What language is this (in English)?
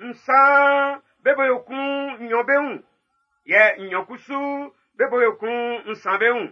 Baoulé